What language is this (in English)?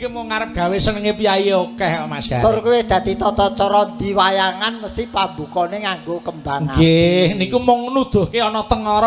Javanese